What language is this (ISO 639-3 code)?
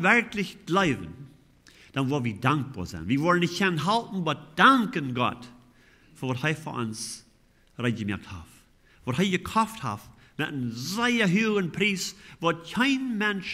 pdt